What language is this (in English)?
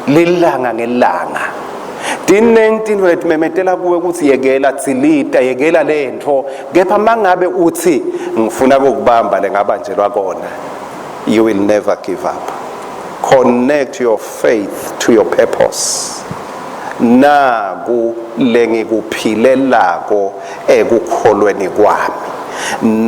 Swati